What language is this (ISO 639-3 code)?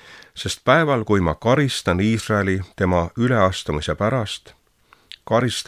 est